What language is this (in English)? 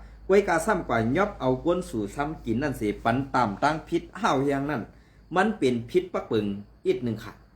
Shan